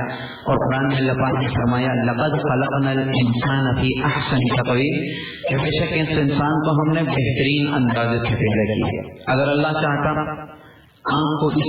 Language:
Urdu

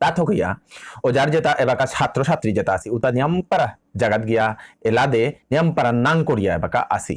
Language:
Bishnupriya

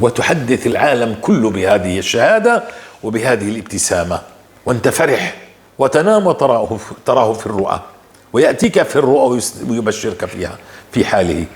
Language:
North Levantine Arabic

